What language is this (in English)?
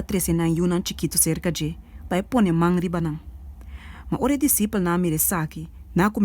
Papiamento